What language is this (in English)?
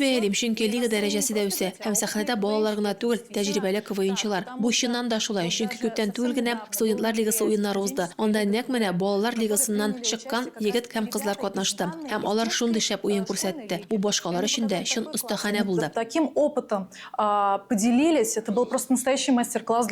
Tatar